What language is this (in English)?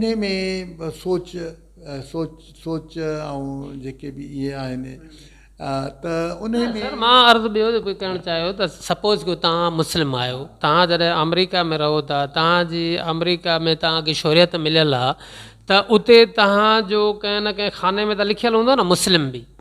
Sindhi